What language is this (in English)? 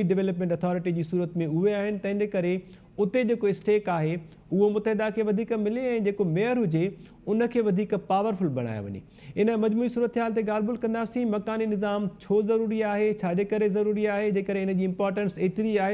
Sindhi